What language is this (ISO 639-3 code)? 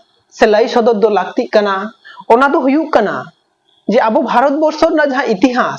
sat